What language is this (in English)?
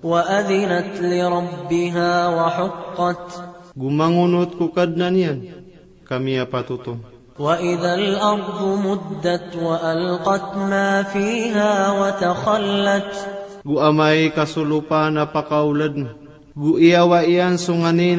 Maranao